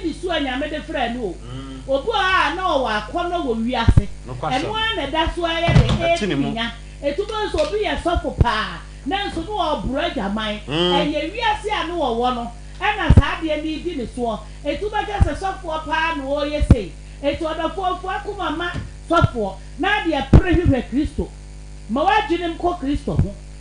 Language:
Akan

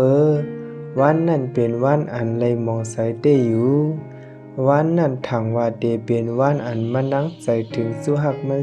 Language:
Shan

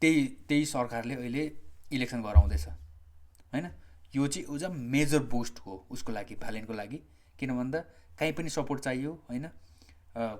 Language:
Nepali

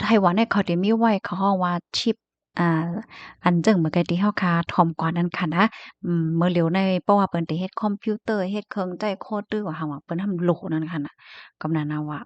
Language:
Shan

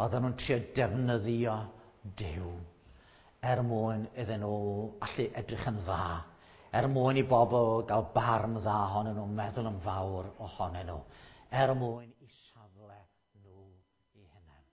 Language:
Welsh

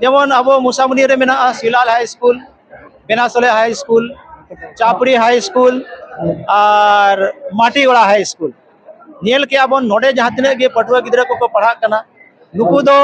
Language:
Santali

